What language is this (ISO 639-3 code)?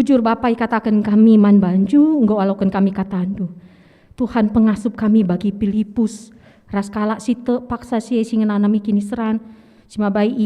btx